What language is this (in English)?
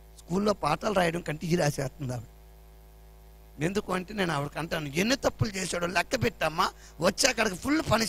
Telugu